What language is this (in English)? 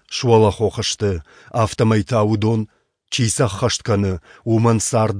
Ossetic